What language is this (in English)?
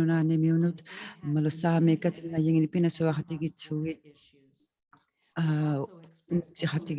Inuktitut